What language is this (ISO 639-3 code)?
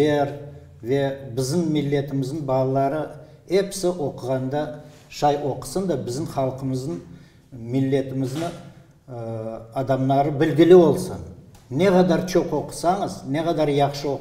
crh